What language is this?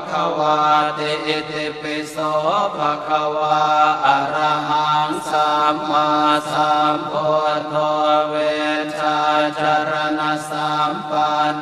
Pali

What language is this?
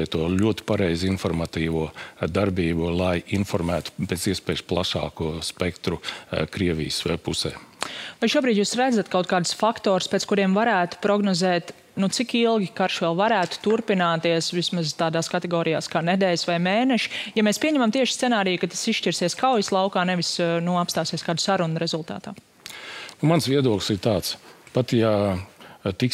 Latvian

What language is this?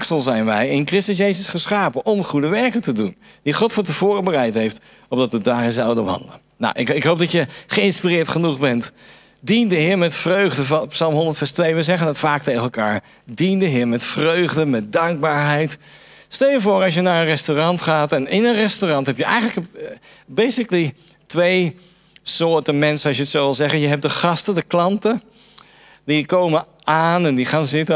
Dutch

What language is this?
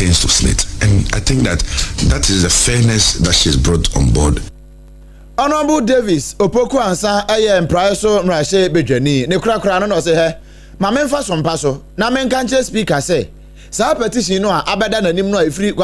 Akan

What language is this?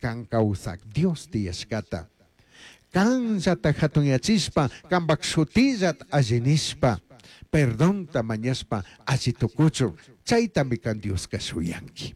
Chimborazo Highland Quichua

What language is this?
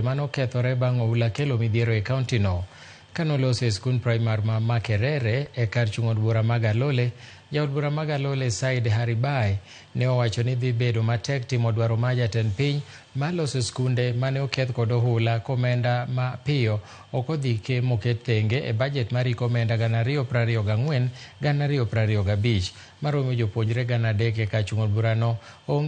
Luo (Kenya and Tanzania)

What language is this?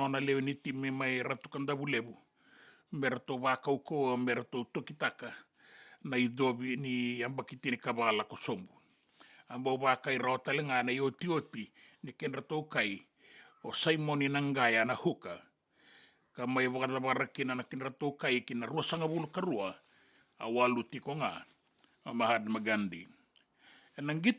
Fijian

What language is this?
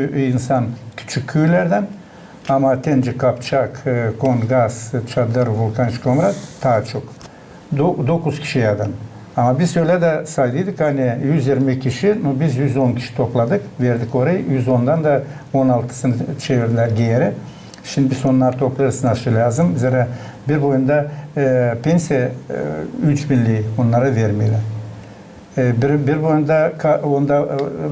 Gagauz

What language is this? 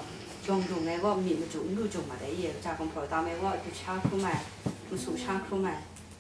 Kachin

